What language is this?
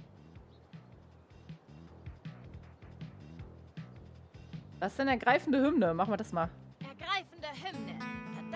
German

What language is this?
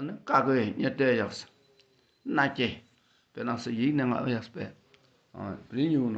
Dakpakha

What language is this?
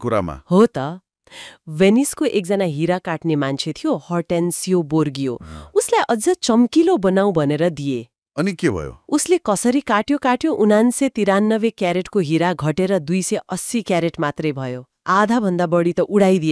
Nepali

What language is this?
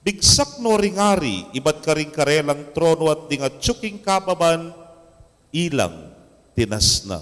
Pampanga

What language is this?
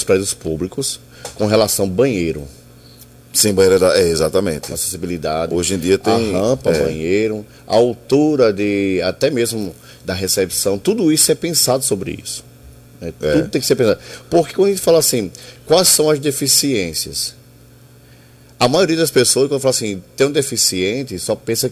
Portuguese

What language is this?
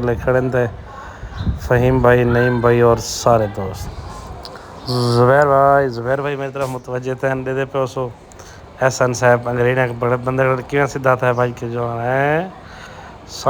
Saraiki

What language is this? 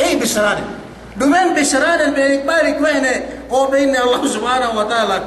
Yakan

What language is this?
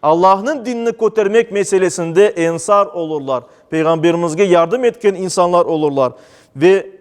Crimean Tatar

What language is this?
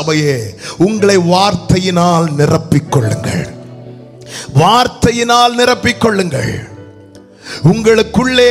Tamil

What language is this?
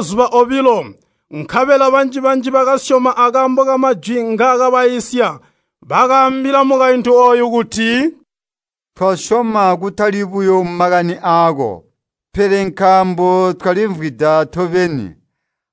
Tonga (Zambia)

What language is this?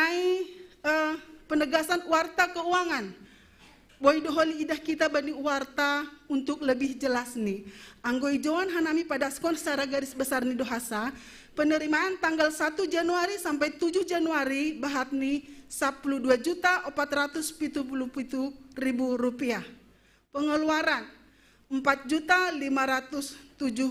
Batak Simalungun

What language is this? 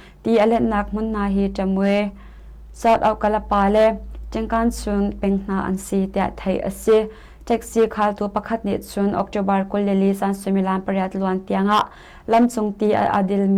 Hakha Chin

